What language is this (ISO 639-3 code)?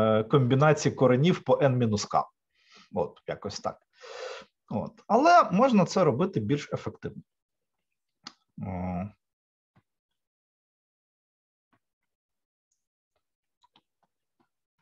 ukr